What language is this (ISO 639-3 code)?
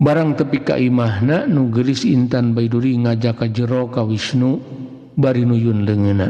sun